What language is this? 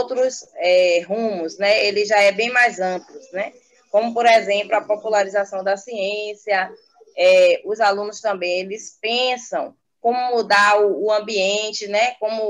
Portuguese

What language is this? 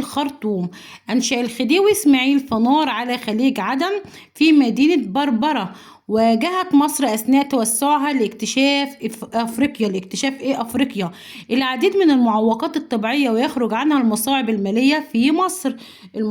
Egyptian Arabic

